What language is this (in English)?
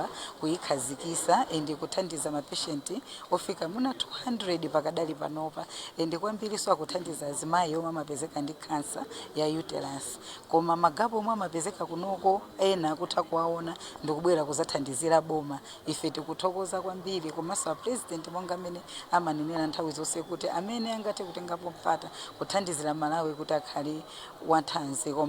Nyanja